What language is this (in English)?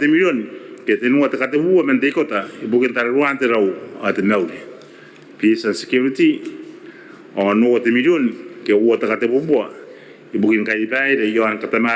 Gilbertese